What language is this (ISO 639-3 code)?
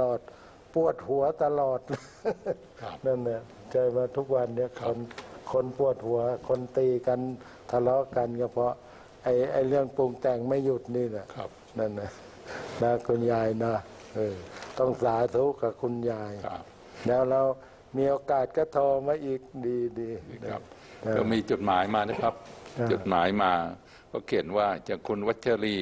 tha